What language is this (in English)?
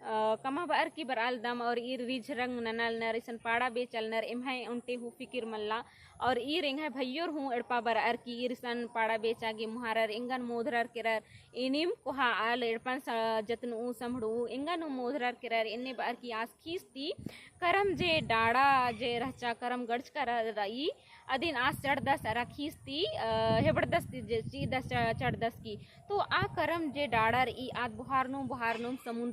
Kurukh